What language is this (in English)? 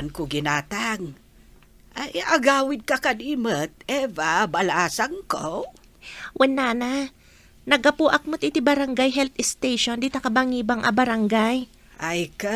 Iloko